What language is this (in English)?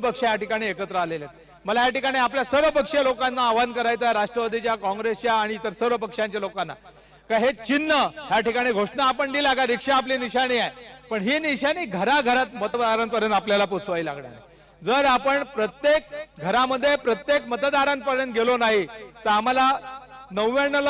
Marathi